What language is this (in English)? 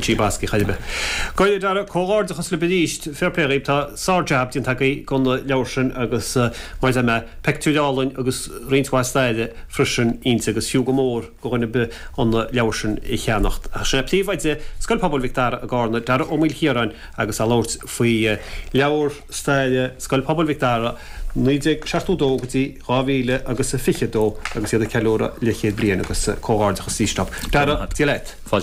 Irish